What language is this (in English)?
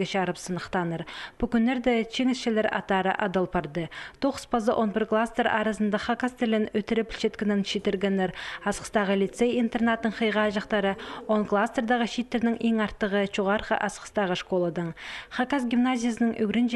Khakas